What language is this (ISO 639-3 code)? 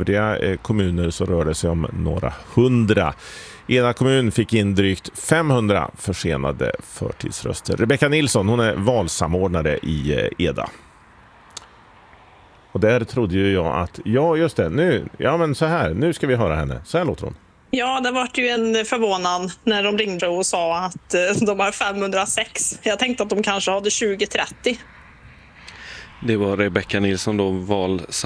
swe